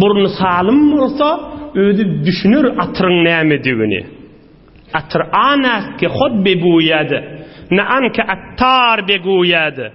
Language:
Turkmen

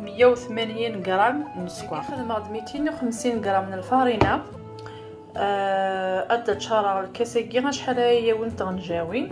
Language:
Kabyle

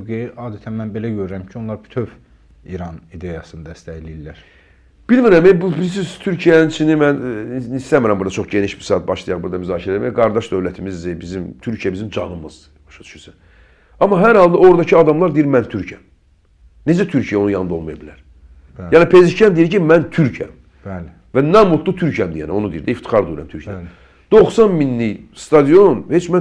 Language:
Azerbaijani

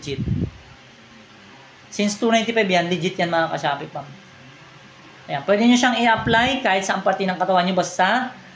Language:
Filipino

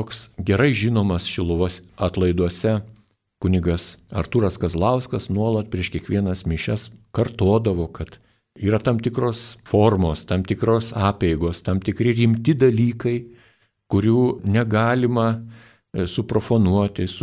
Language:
Lithuanian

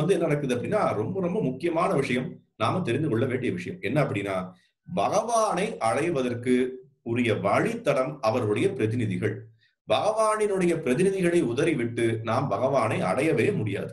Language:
Tamil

